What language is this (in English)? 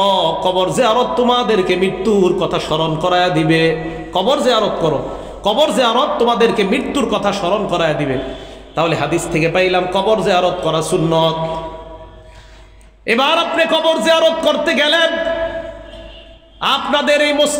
Bangla